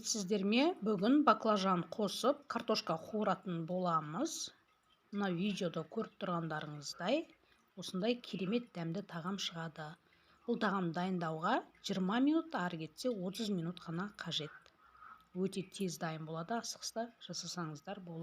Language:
Kazakh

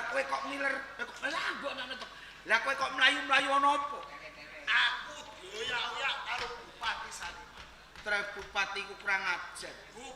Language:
Javanese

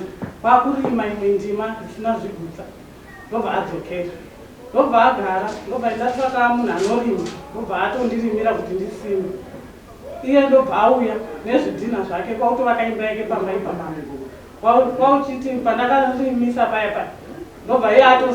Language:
Shona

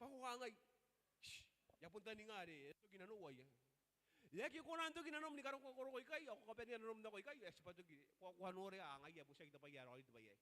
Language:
Gilbertese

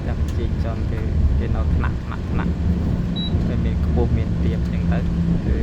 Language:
Khmer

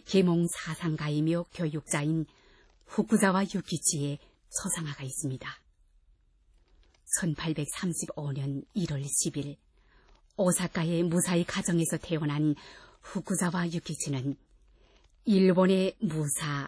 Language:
Korean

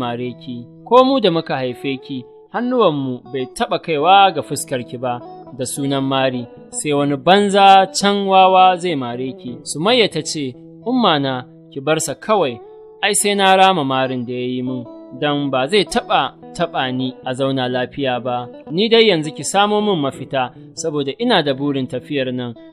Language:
Hausa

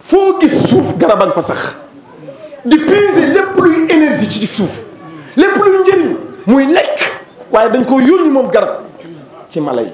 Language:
Wolof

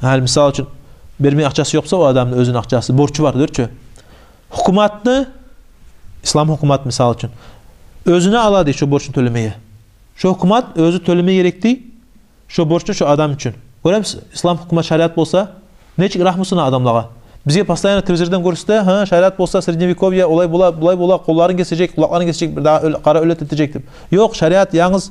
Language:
Kumyk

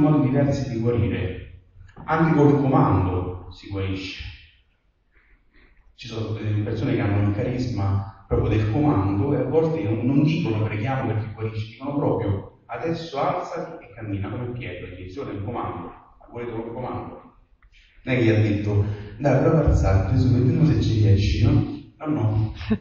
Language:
Italian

